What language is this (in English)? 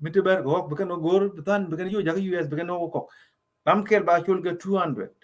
Nuer